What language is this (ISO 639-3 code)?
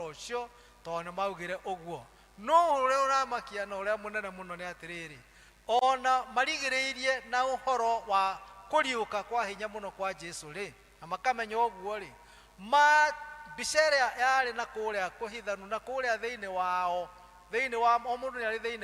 kik